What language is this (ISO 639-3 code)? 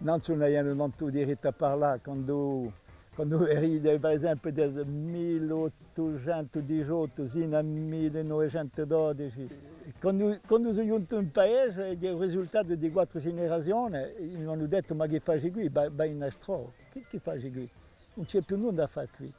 cos